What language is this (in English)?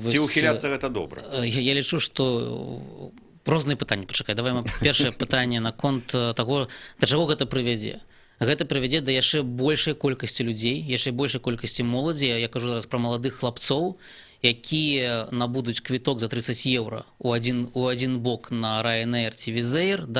Belarusian